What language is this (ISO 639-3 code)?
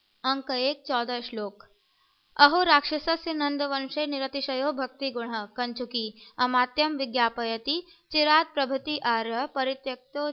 san